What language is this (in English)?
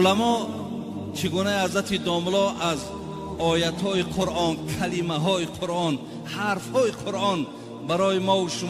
Tajik